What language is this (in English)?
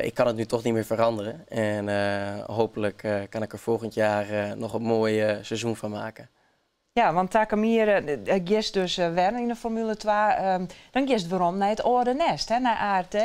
Western Frisian